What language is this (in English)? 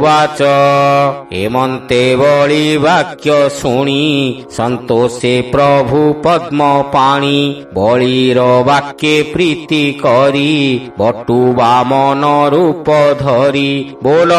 Odia